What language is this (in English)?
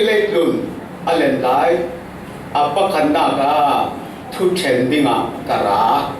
Falam Chin